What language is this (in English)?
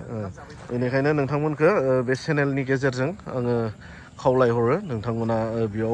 Bodo